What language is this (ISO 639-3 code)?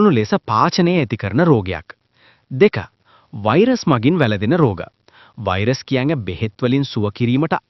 sin